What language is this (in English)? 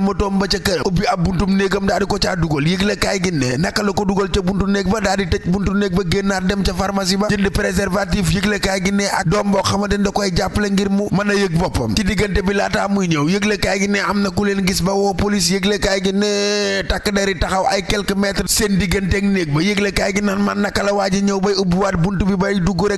Wolof